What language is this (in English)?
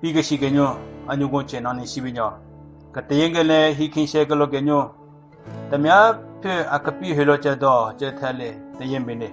Southern Rengma Naga